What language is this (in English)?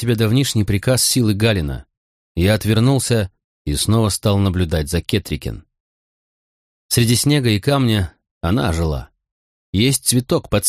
Russian